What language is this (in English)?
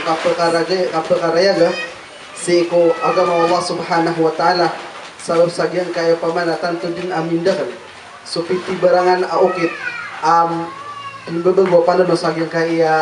Maranao